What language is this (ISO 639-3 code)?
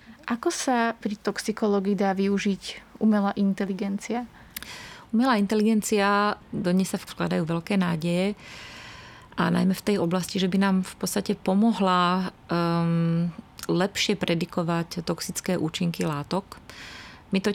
slk